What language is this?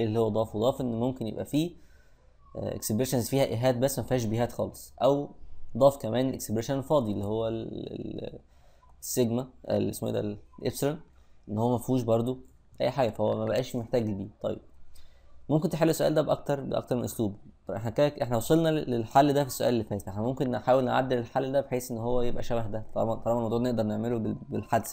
Egyptian Arabic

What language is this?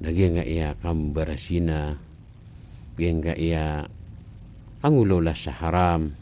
Maranao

